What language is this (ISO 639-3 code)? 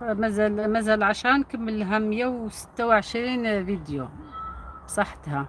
arq